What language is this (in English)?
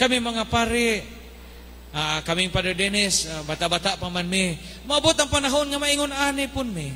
Cebuano